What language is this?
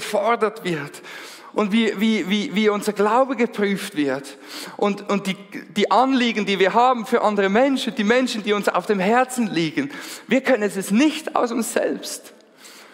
Swiss German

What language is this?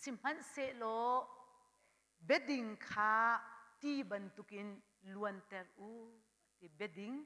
Hakha Chin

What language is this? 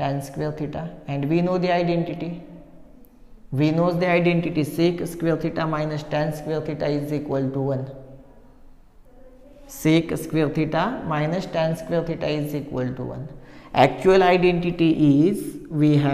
English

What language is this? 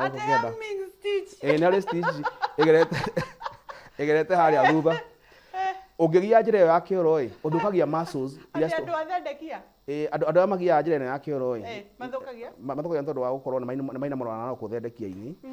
Kikuyu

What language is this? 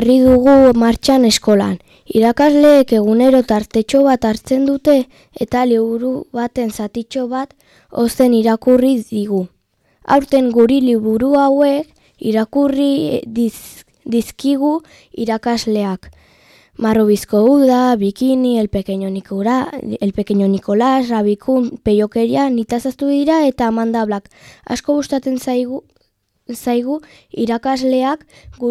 Basque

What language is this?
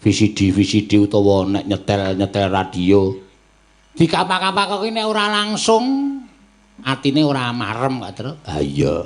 Javanese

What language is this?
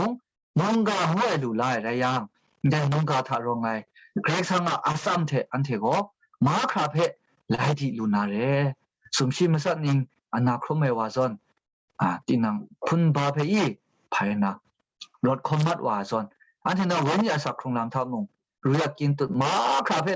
Kachin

